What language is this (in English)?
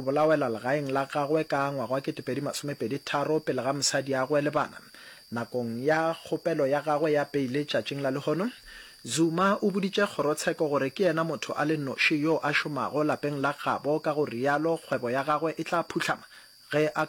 Northern Sotho